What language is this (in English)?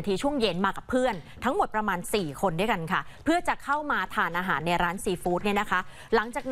Thai